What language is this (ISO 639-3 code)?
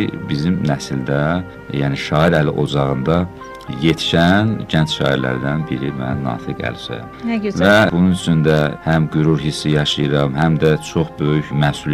aze